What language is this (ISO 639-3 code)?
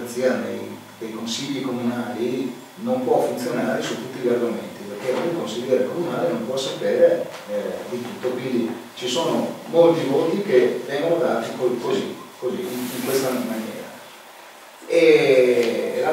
ita